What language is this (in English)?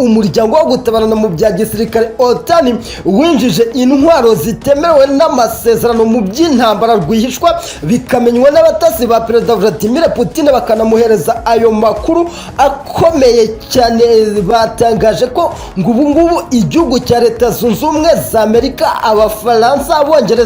Kinyarwanda